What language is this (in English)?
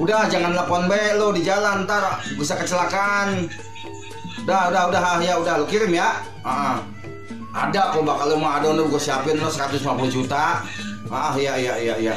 Betawi